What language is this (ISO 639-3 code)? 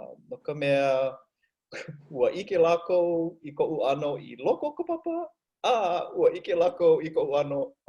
haw